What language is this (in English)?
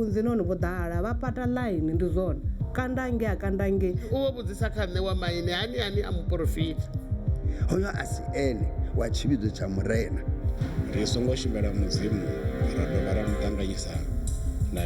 Venda